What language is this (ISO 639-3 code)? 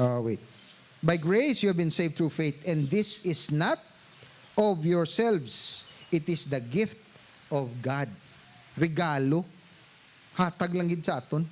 hil